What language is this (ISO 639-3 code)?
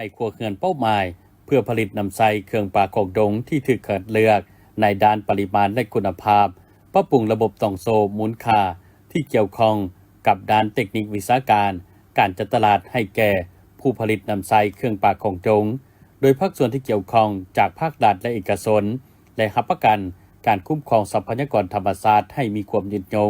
lao